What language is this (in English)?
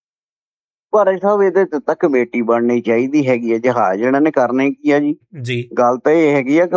Punjabi